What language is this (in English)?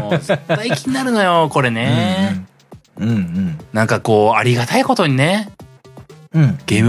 Japanese